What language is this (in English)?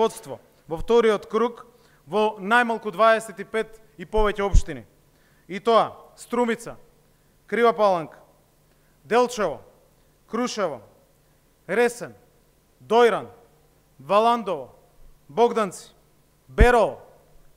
Macedonian